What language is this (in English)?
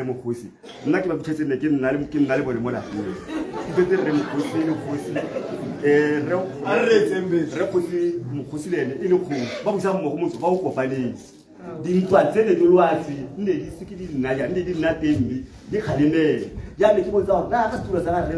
Tswana